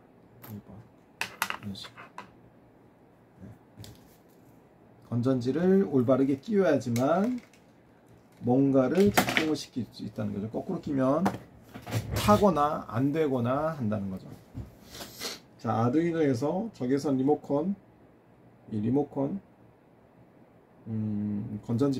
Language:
Korean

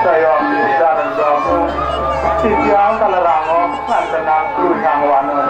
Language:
Balinese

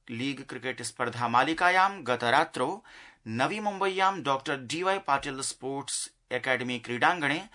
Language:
Sanskrit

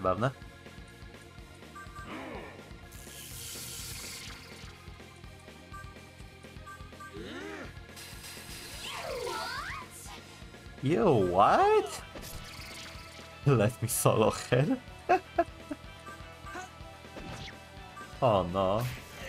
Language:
Polish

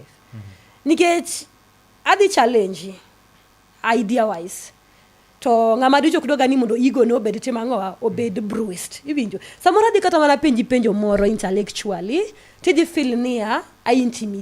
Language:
Luo (Kenya and Tanzania)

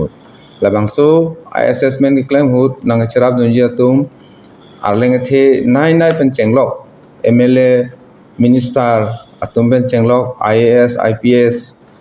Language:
Karbi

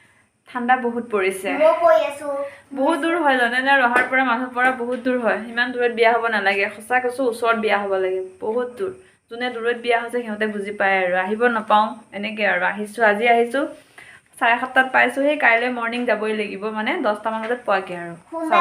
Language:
Assamese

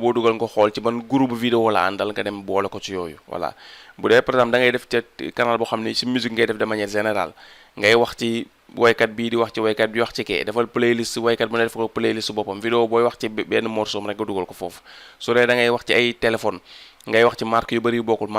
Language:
Wolof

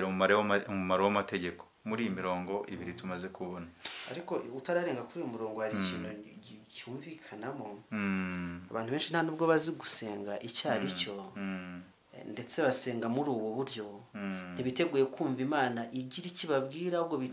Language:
Kinyarwanda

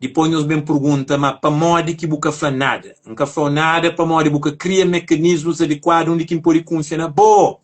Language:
Kabuverdianu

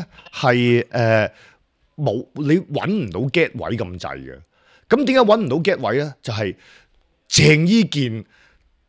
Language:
Cantonese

